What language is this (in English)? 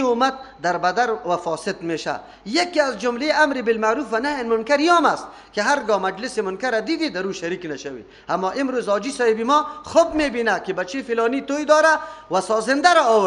Persian